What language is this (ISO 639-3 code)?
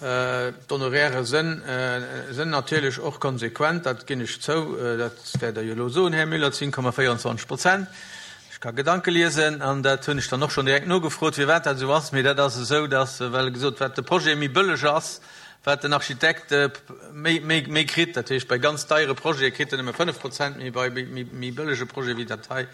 ltz